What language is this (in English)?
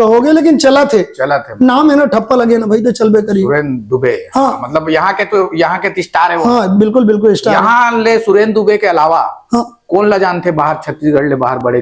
Chhattisgarhi